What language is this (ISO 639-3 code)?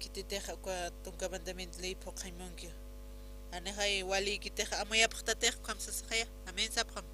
aym